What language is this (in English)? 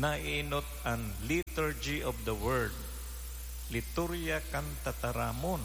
Bikol